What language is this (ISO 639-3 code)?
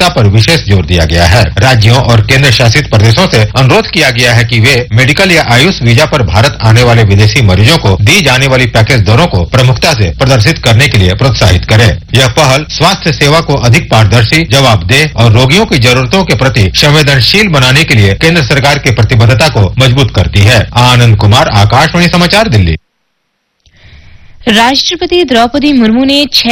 hin